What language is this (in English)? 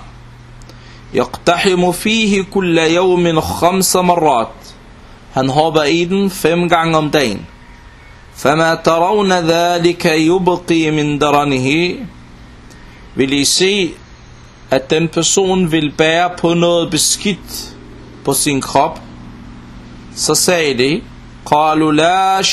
Danish